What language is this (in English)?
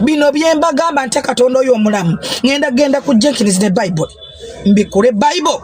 Ganda